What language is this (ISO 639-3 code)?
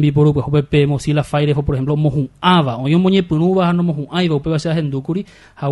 grn